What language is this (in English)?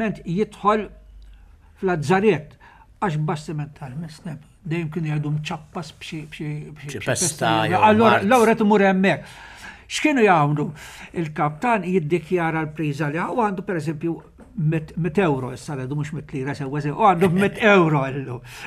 Maltese